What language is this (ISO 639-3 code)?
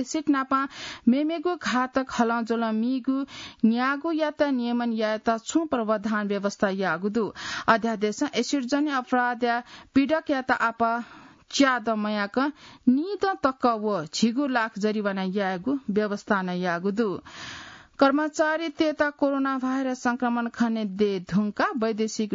new